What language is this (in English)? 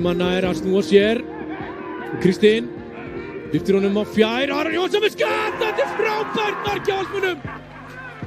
Icelandic